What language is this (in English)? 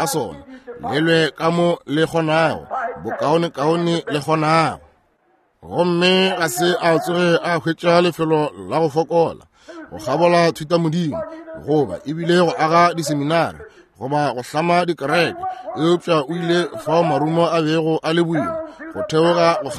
Northern Sotho